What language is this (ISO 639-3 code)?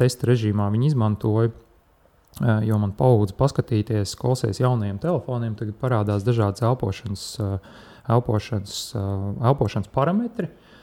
lav